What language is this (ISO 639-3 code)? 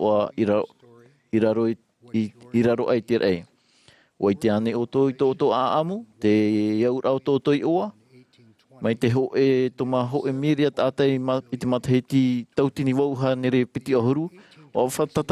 tah